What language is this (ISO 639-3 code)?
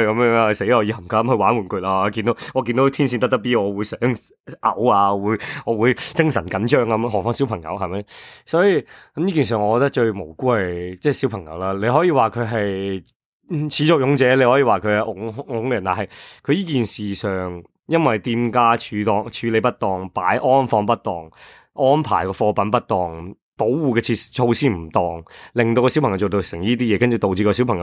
yue